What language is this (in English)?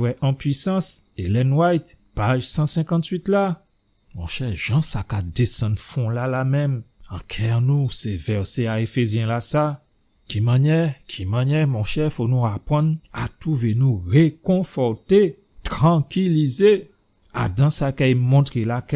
Guadeloupean Creole French